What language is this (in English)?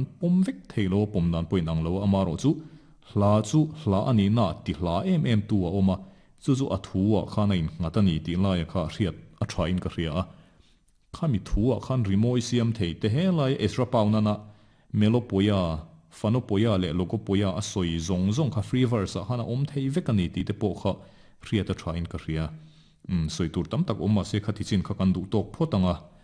Mizo